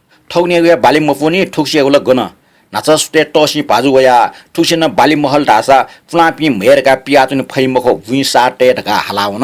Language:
Newari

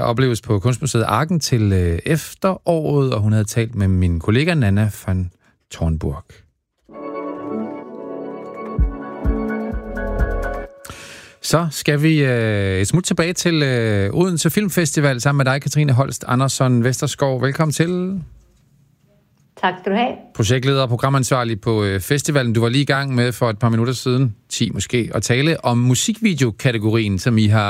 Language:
Danish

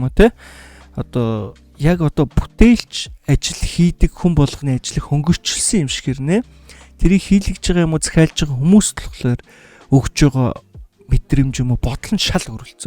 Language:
Mongolian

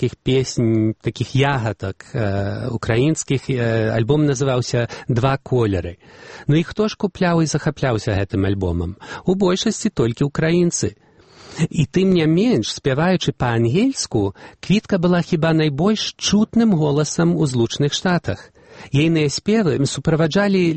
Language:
Belarusian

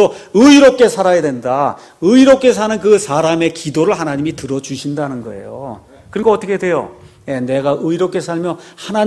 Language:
Korean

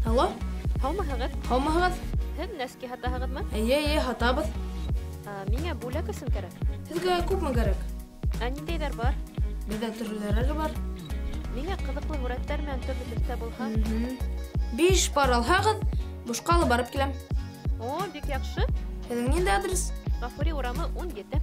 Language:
Bashkir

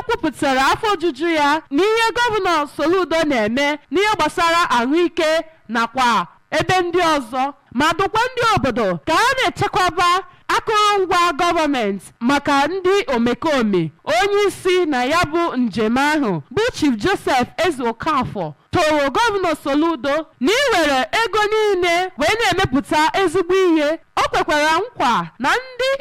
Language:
Igbo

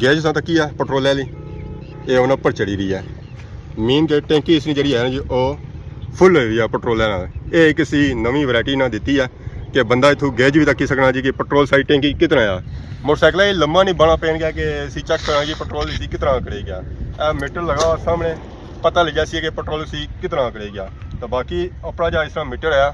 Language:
Pahari-Potwari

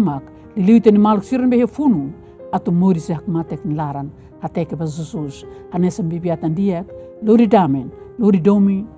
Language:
Tetum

